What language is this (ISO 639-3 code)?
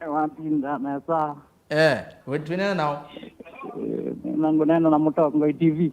kam